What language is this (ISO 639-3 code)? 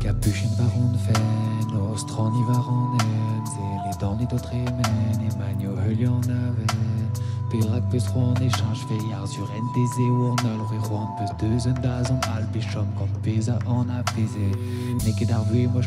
bre